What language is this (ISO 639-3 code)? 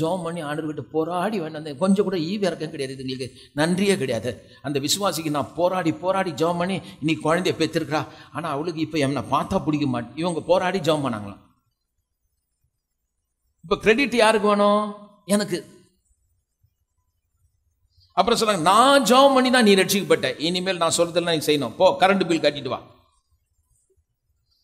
tam